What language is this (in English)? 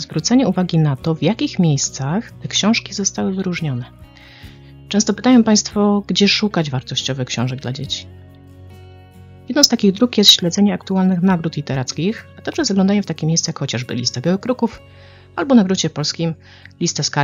Polish